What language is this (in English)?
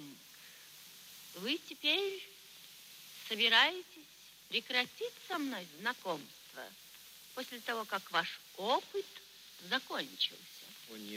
Russian